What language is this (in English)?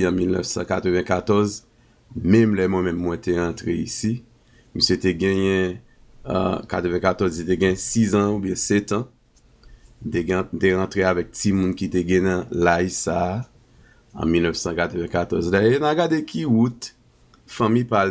Haitian Creole